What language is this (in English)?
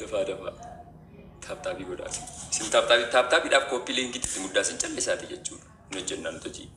Oromo